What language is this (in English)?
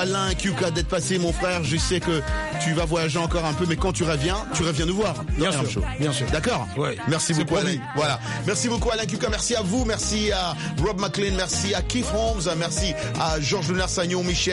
French